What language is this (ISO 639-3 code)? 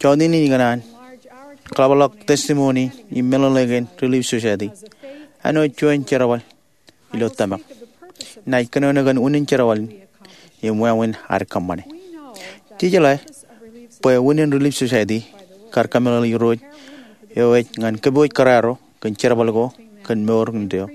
mah